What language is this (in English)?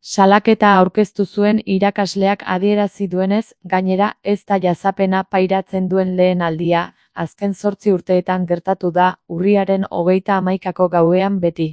Basque